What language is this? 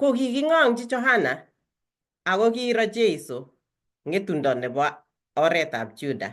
Kalenjin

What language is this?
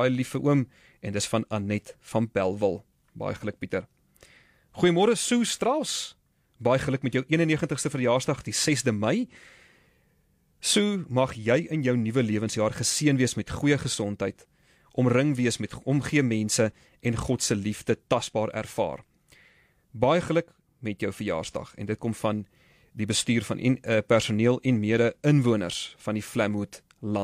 Afrikaans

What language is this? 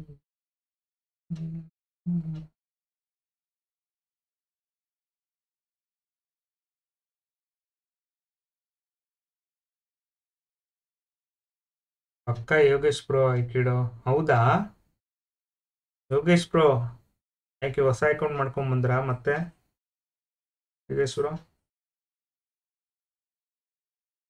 Kannada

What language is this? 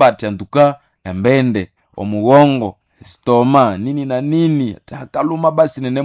Nande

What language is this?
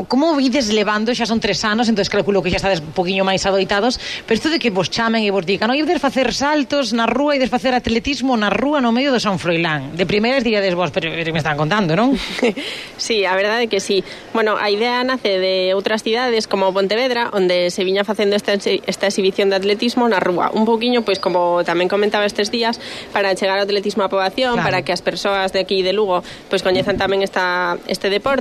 Galician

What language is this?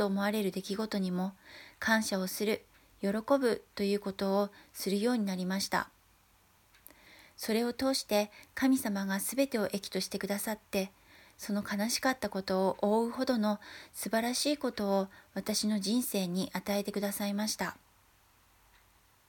Japanese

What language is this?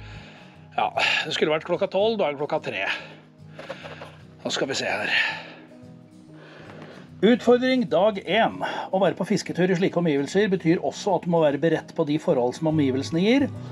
Norwegian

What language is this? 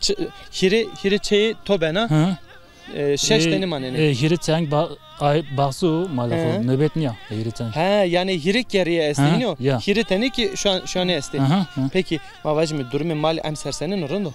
Zaza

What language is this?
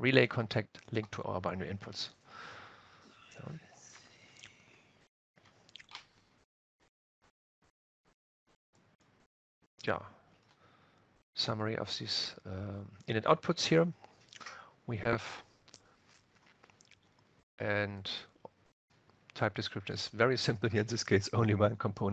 English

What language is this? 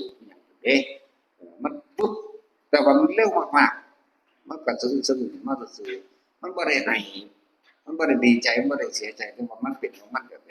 Northeastern Thai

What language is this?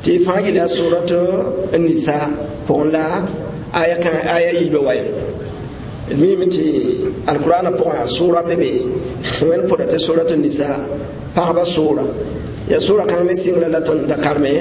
Mossi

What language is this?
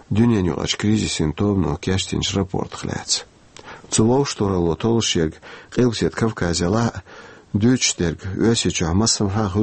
Chechen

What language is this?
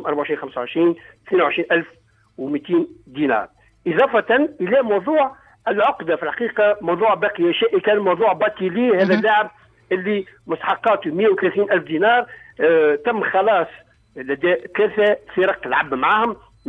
Tunisian Arabic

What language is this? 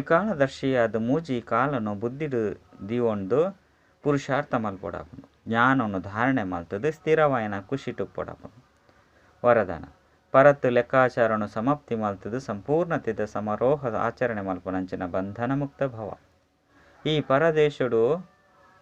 Tulu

